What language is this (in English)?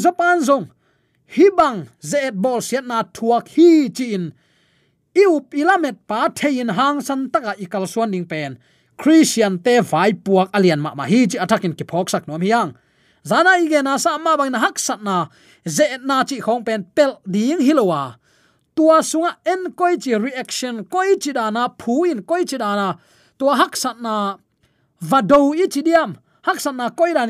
Tedim Chin